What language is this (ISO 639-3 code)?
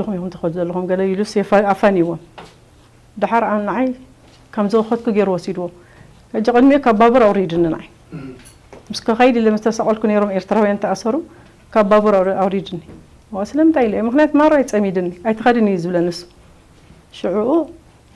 tir